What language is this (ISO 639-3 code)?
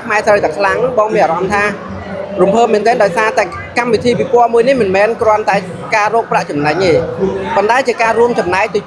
khm